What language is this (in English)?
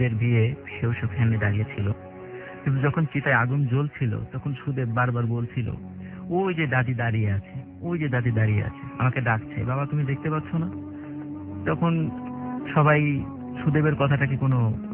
Bangla